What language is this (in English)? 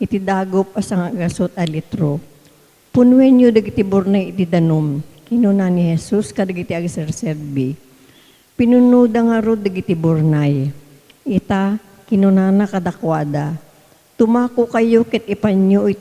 Iloko